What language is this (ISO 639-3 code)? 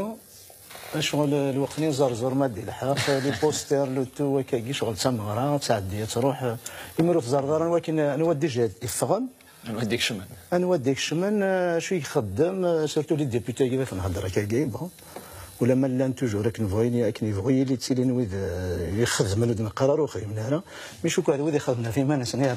kab